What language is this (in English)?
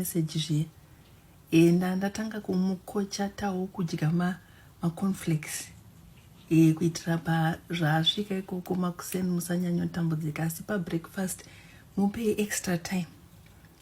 Shona